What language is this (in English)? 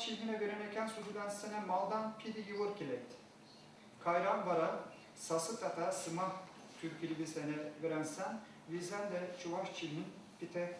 Chuvash